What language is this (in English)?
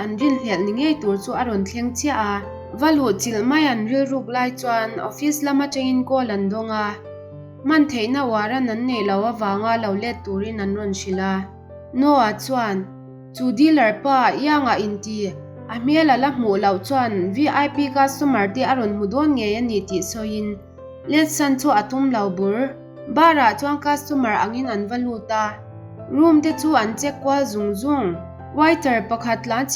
Mizo